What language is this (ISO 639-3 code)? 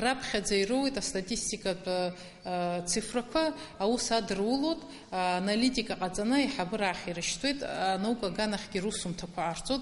abk